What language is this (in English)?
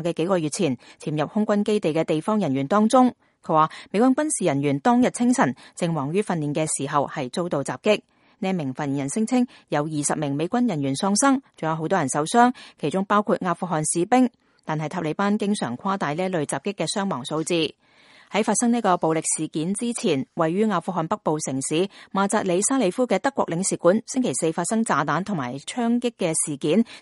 Cantonese